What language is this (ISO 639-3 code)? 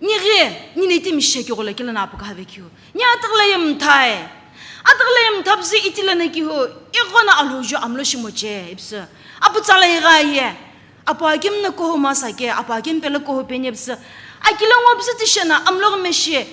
nsm